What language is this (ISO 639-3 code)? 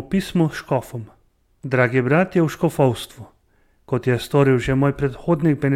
slv